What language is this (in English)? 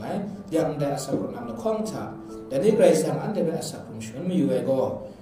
Kachin